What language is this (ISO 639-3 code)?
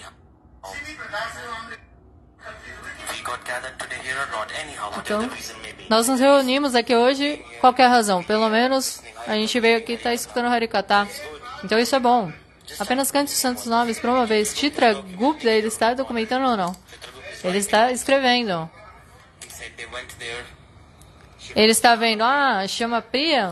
por